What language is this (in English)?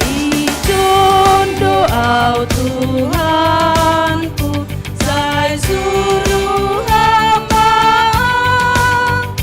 Batak Simalungun